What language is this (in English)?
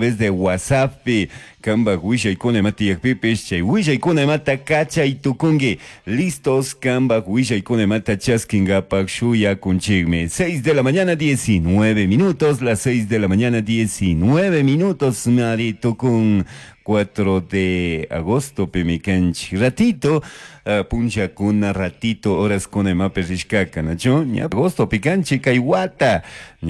Chimborazo Highland Quichua